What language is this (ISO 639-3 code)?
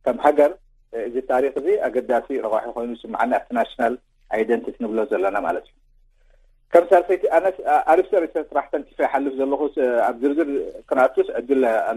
tir